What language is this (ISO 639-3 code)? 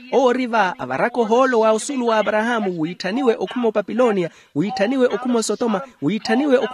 vmw